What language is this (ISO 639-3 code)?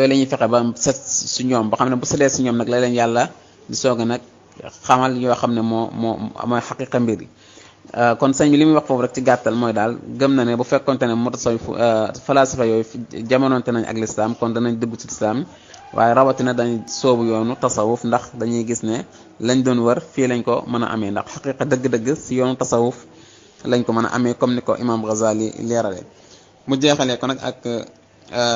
wol